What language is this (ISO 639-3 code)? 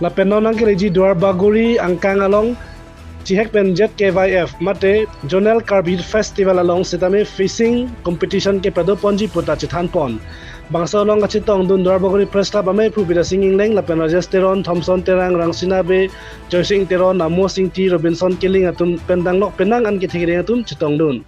mjw